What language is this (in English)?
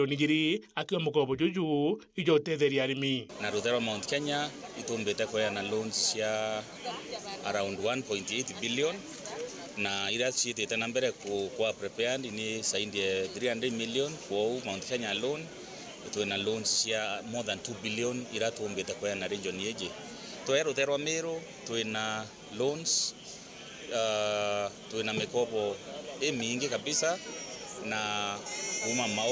Meru